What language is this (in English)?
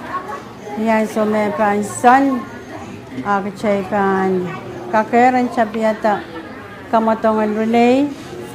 Pohnpeian